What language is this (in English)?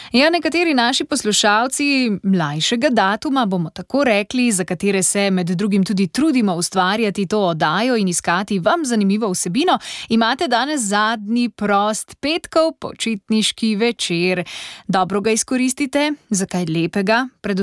Slovenian